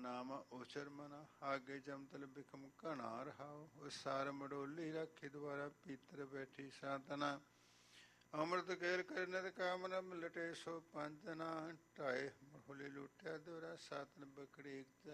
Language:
Punjabi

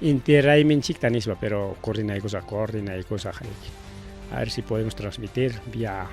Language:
Ayacucho Quechua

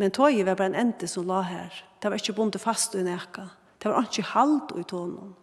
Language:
Faroese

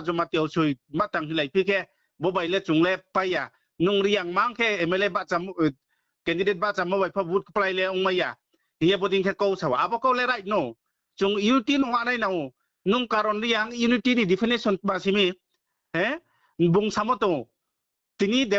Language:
Riang (India)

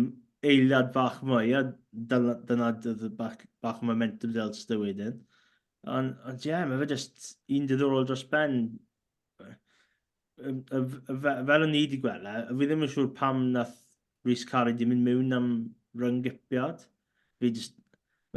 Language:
Welsh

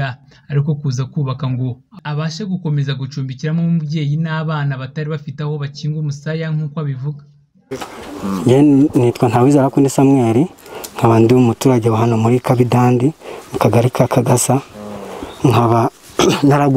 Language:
Kinyarwanda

